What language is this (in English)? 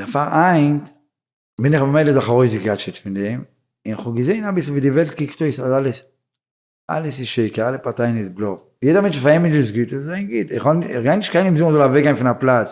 Yiddish